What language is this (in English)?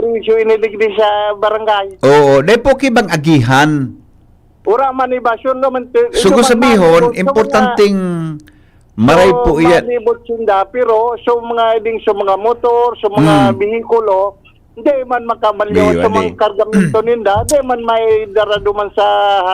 Bikol